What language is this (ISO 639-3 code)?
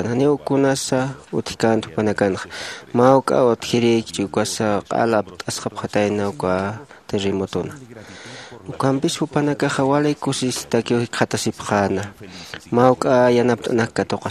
aym